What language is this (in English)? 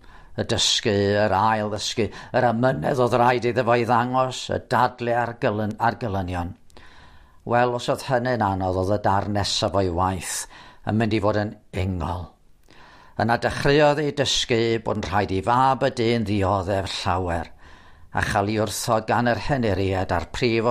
Welsh